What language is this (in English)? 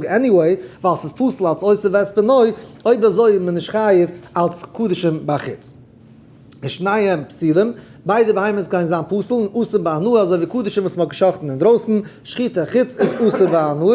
Yiddish